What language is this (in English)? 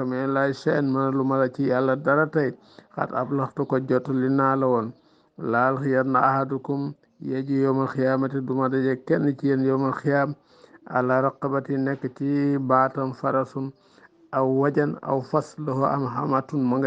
Wolof